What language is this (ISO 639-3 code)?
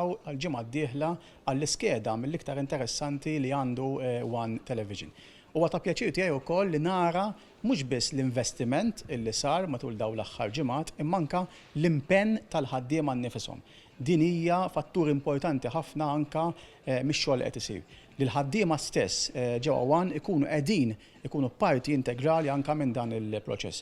mlt